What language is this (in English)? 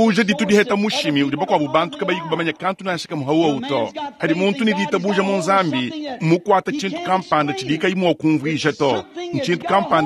Luba-Lulua